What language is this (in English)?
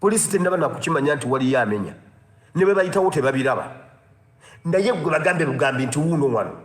Ganda